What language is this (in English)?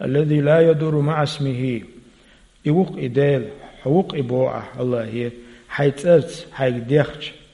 Chechen